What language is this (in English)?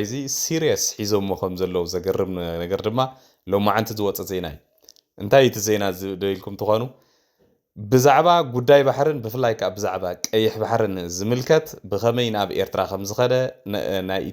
Tigrinya